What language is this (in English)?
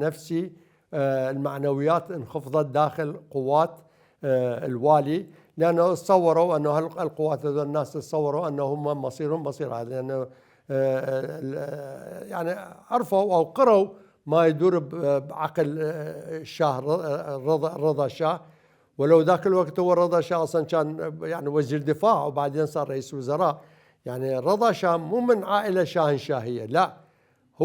Mesopotamian Arabic